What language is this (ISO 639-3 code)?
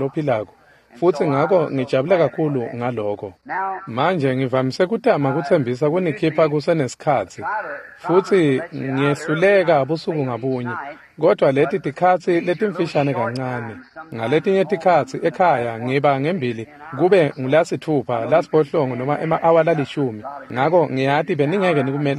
ssw